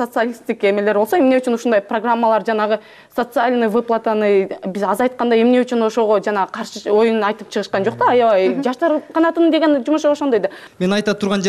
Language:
Kyrgyz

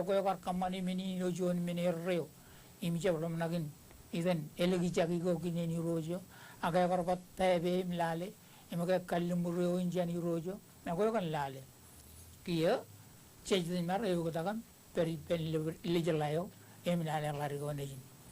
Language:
Marshallese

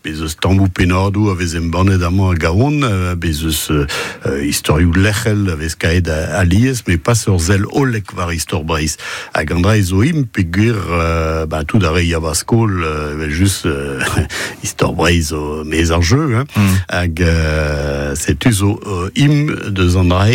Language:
Breton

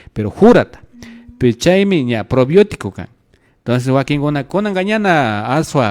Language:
Imbabura Highland Quichua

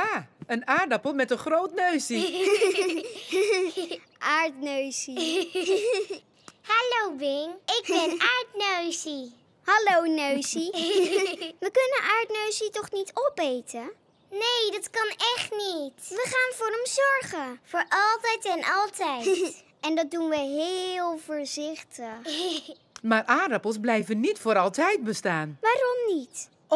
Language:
Dutch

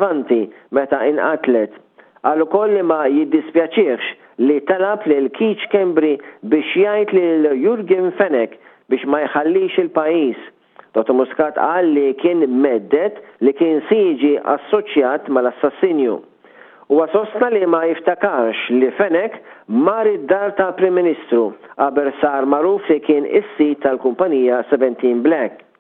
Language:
Maltese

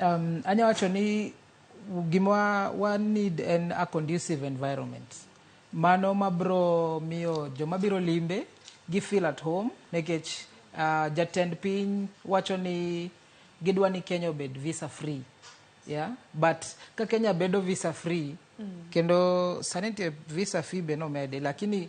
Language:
Luo (Kenya and Tanzania)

